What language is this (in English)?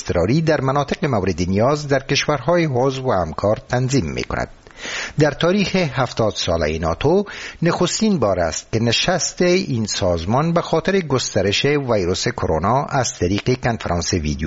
Persian